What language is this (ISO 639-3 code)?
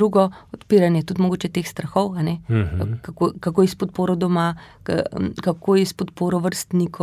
slv